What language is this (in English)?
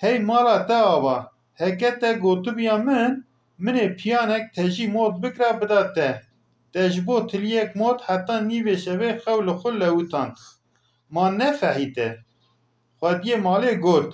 Kurdish